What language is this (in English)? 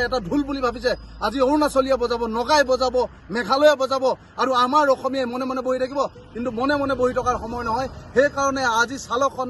Assamese